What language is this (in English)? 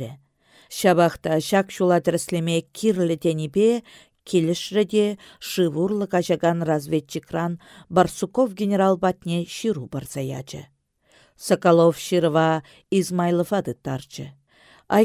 Chuvash